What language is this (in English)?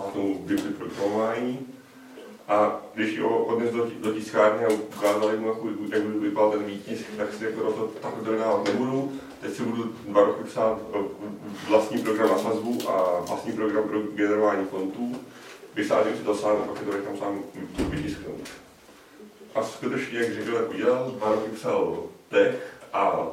Czech